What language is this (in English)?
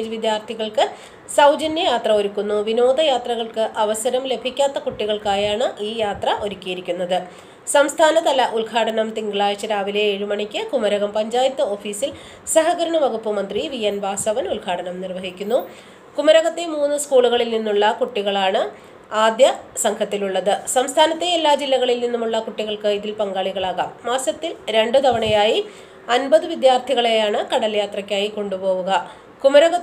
Malayalam